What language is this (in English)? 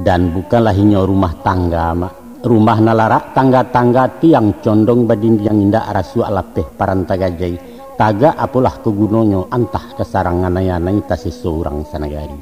Minangkabau